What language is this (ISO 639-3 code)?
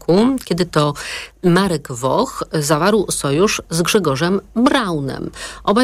pol